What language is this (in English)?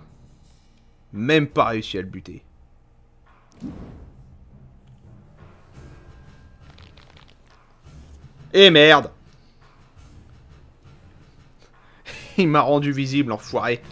French